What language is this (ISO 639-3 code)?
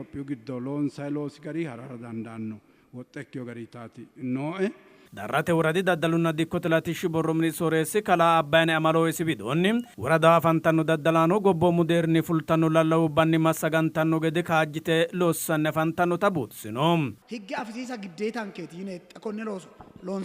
sid